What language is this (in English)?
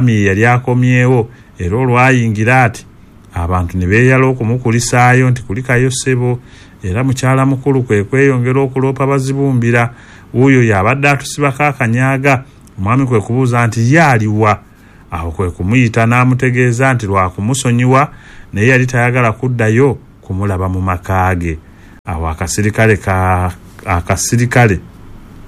Ganda